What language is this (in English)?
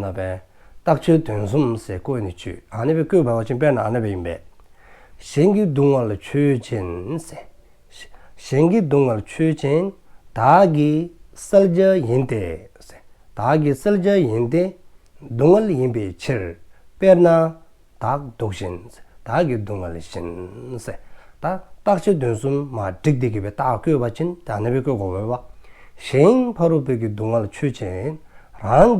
Dzongkha